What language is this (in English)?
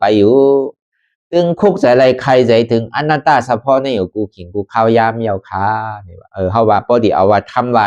Shan